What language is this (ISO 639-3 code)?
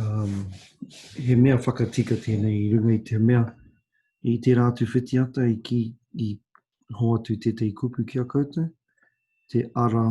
mri